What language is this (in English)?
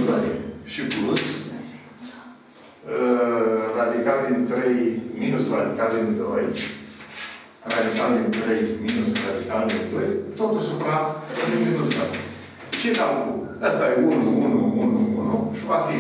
Romanian